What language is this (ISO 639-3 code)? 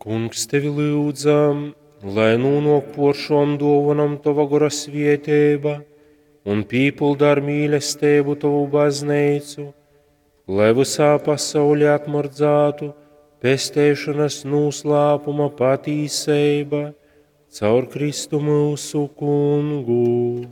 ltg